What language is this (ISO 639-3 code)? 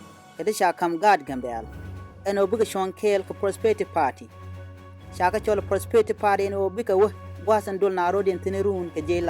nus